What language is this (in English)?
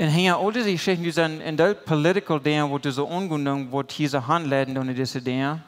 Plautdietsch